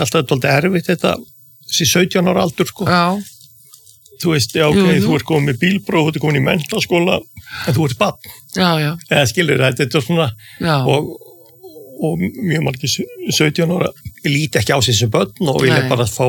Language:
Icelandic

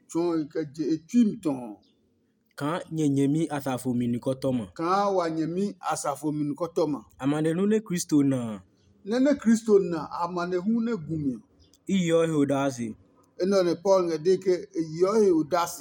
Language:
Adangme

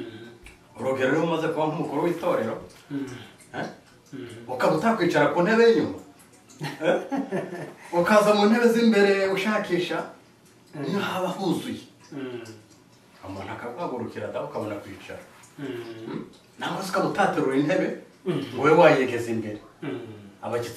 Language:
Kinyarwanda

